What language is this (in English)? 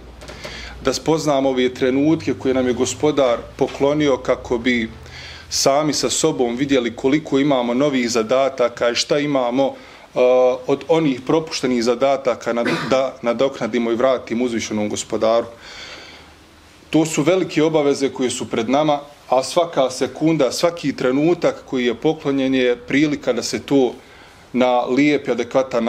Bosnian